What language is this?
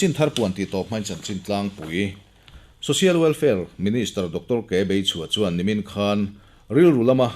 Mizo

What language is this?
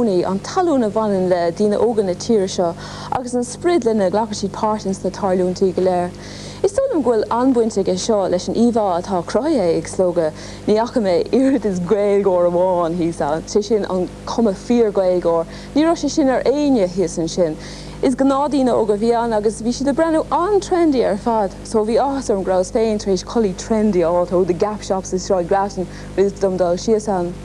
Irish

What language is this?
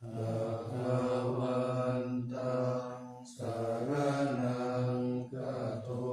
Pali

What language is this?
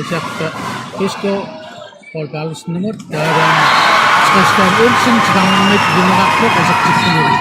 Kalaallisut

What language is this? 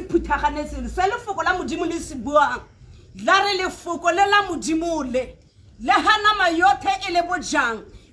Tswana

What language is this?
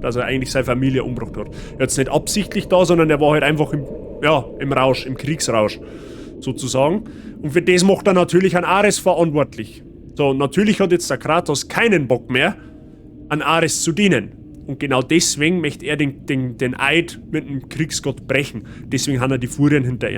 Bavarian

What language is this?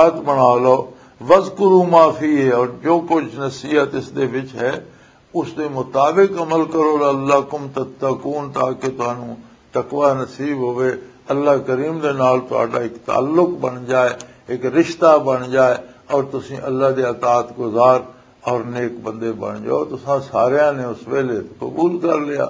Western Panjabi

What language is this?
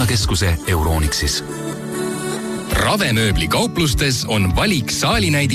Estonian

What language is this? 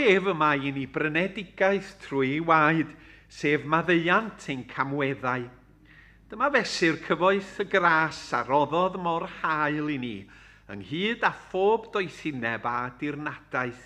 Welsh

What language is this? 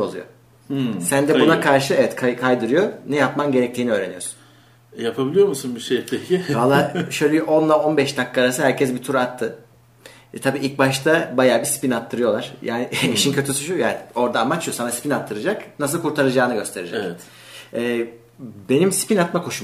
Turkish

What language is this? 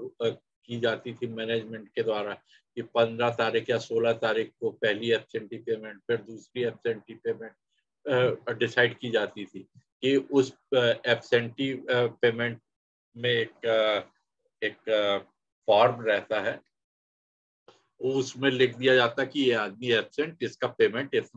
Hindi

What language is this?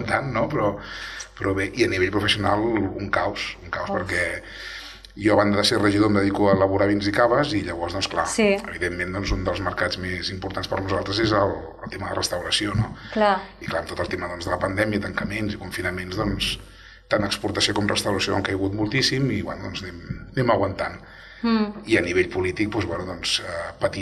Catalan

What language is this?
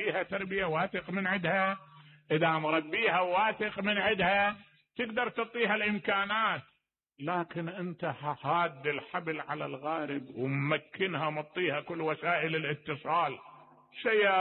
Mesopotamian Arabic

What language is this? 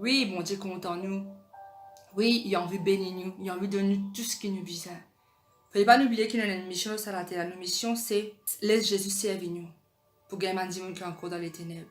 Morisyen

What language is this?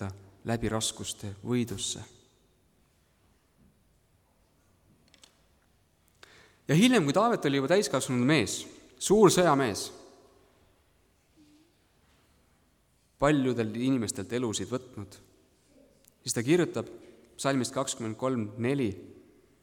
Estonian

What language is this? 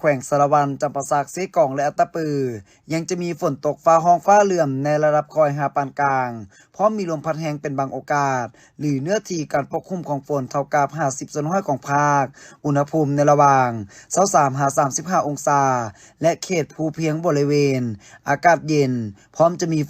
Lao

